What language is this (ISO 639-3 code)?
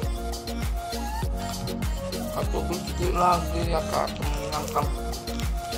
ind